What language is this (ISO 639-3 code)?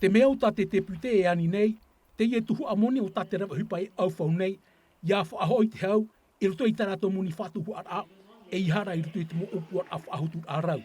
tah